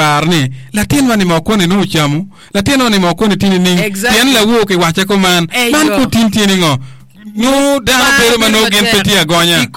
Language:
Acoli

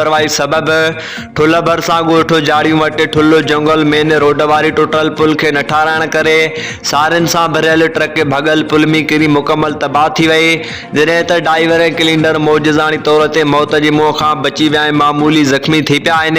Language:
Sindhi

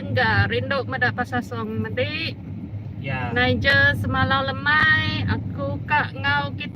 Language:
Iban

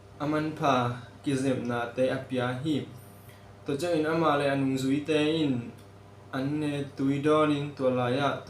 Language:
Tedim Chin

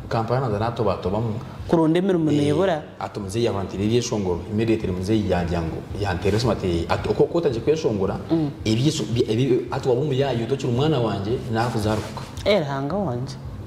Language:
Nyankole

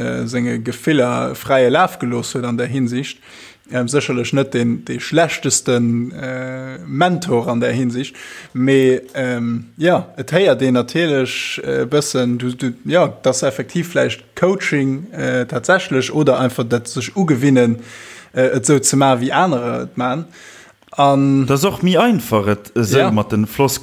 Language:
Luxembourgish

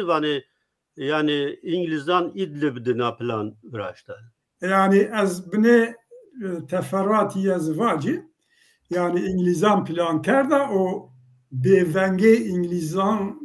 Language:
Zaza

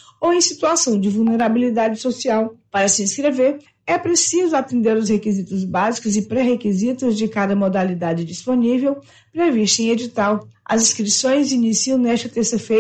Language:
Portuguese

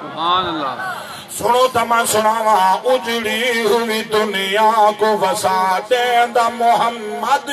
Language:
Saraiki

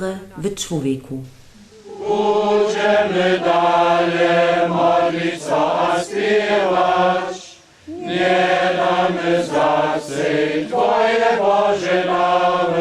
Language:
Upper Sorbian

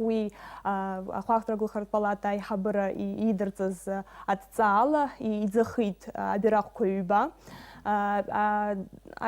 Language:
Abkhazian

